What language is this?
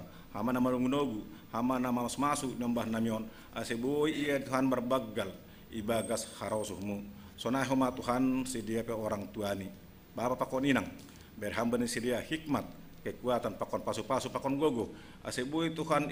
Batak Simalungun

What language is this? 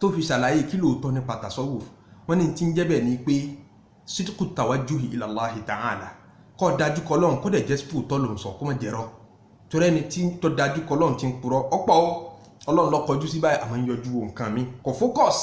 Yoruba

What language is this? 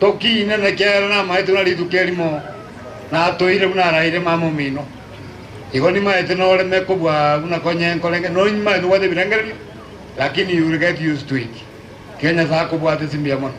Gusii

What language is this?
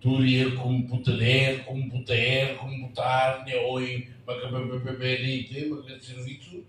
Tetum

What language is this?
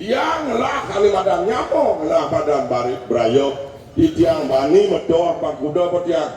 Balinese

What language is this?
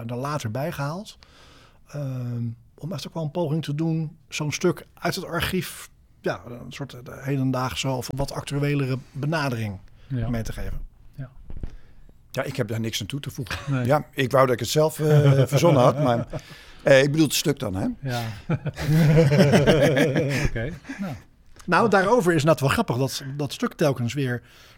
Dutch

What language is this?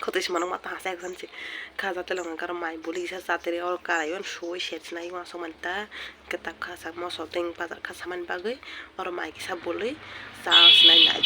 Kok Borok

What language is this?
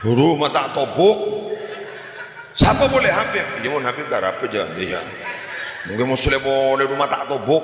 Madurese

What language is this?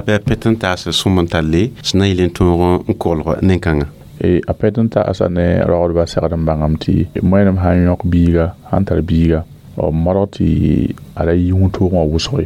Mossi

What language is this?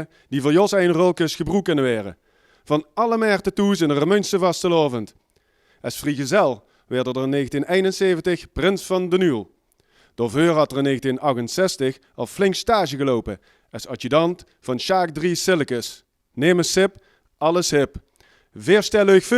Limburgish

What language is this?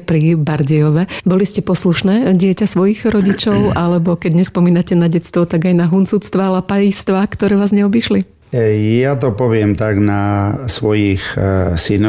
Slovak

